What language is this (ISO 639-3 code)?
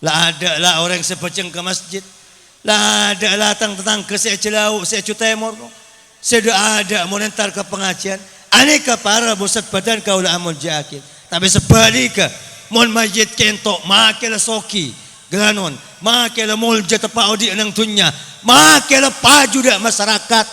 mad